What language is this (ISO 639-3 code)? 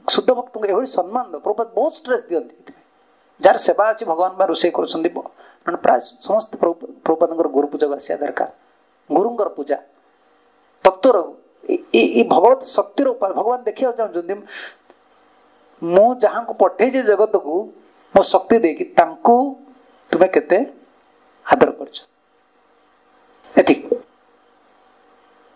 ori